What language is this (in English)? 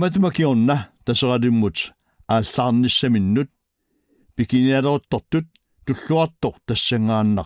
Kalaallisut